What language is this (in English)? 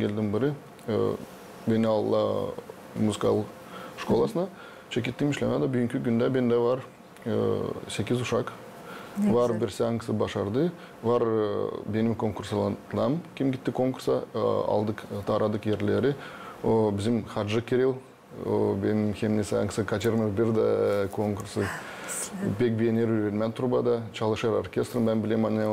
Gagauz